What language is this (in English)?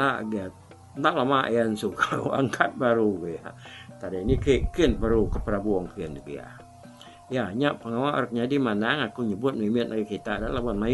Iban